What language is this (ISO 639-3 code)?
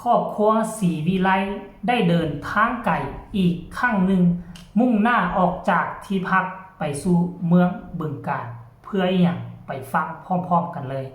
tts